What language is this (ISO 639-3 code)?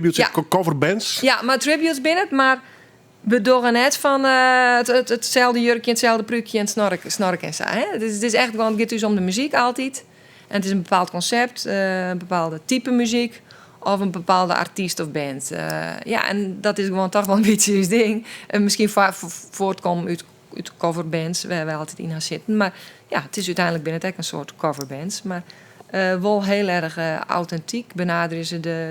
fry